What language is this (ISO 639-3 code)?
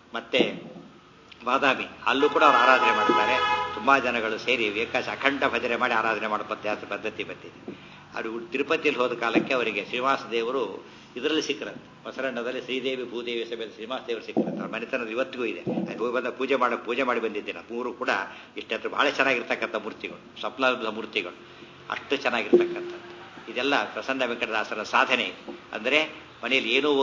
kan